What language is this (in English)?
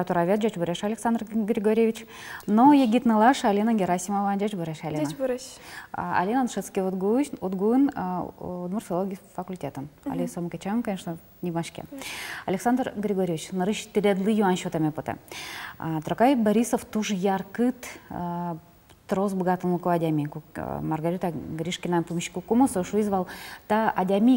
Udmurt